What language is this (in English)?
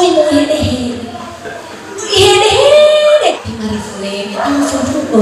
Nias